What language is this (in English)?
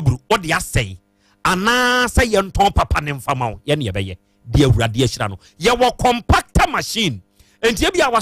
Akan